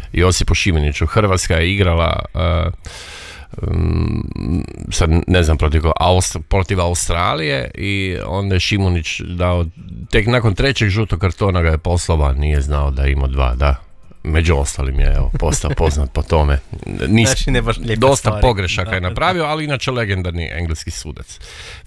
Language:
Croatian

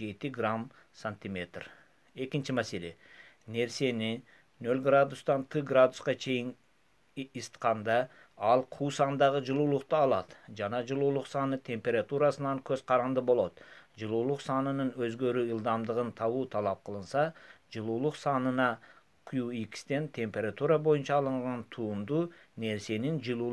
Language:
Kyrgyz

